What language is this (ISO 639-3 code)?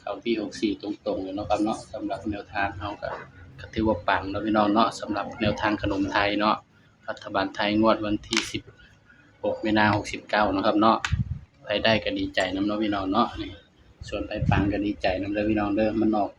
tts